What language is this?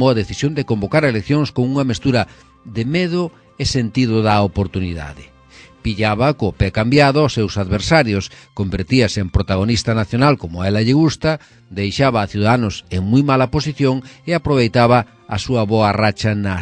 Galician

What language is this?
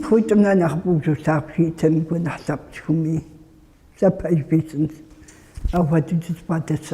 Kabardian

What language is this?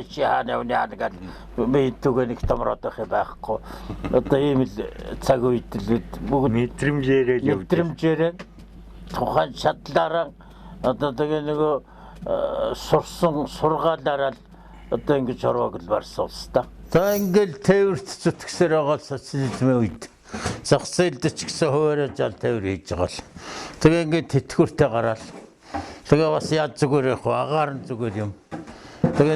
Mongolian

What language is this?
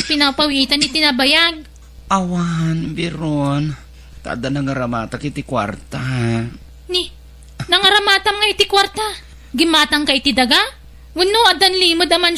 Iloko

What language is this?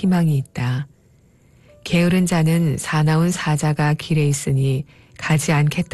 Korean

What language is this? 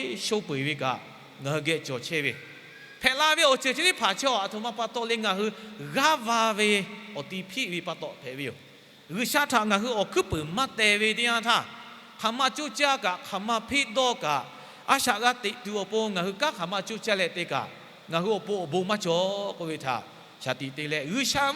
Lahu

